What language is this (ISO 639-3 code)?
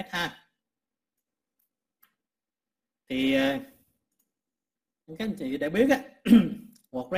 vie